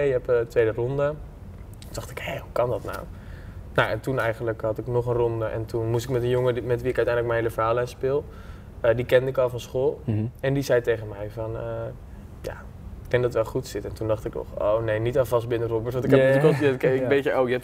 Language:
Dutch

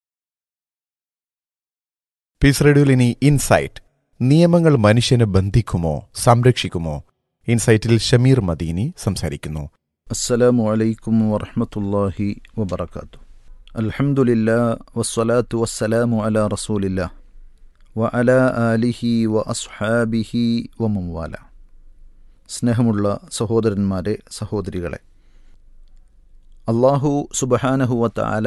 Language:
Malayalam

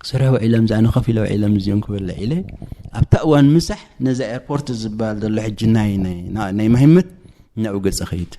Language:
Tigrinya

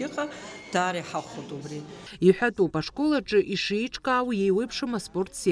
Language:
Abkhazian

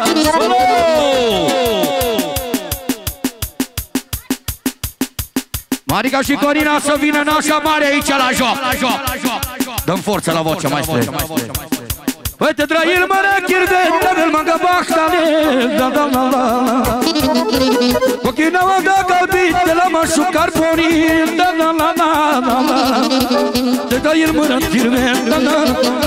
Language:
Romanian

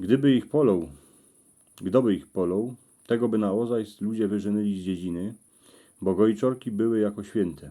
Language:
Silesian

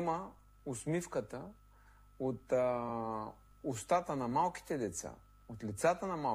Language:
Bulgarian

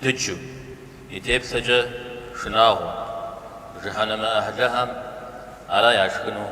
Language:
Kabardian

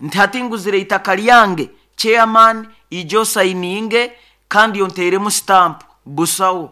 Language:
Nyoro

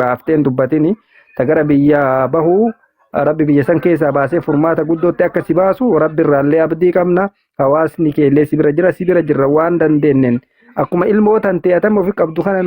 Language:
Oromo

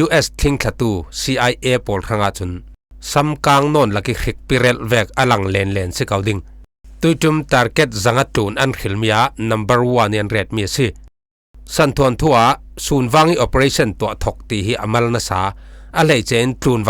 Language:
Falam Chin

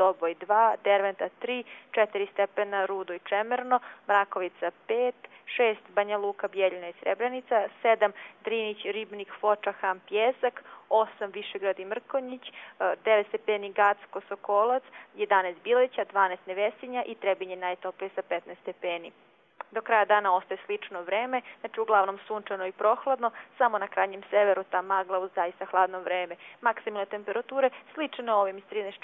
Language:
Croatian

